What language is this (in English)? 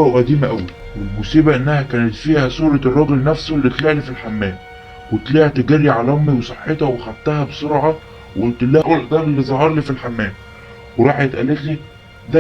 Egyptian Arabic